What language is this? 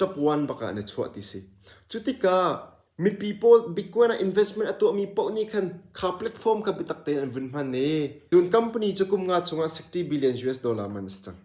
Hakha Chin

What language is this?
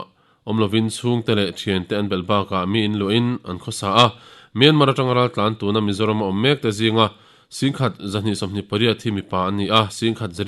Mizo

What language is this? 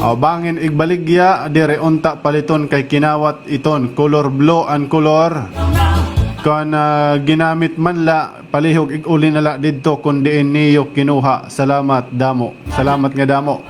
Waray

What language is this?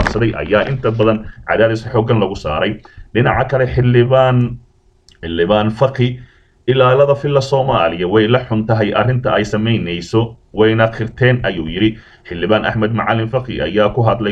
Somali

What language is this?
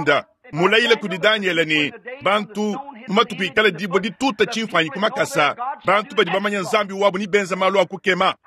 Luba-Lulua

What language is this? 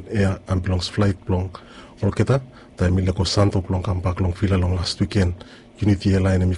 Bislama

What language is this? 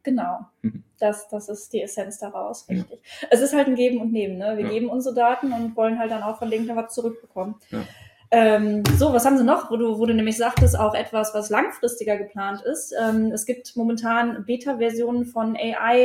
German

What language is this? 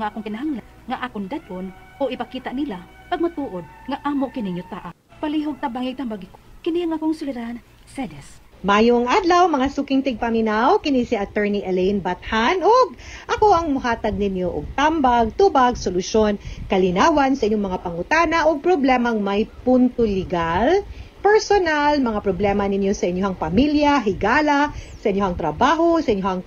Cebuano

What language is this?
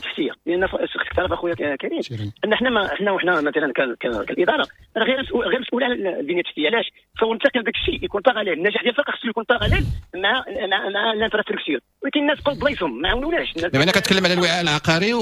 Moroccan Arabic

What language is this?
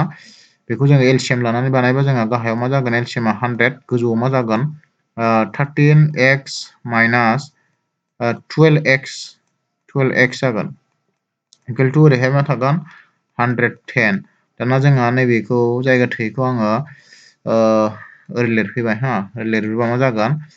Bodo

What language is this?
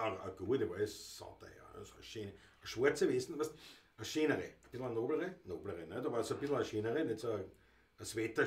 Bavarian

